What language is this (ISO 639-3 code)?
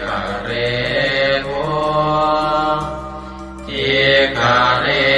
pli